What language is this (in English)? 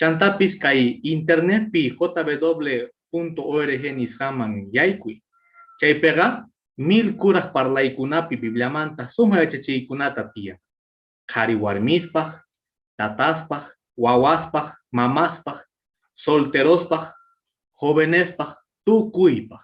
Quechua